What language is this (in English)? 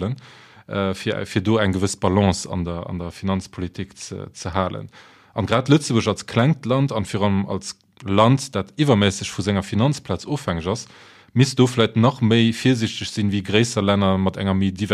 Luxembourgish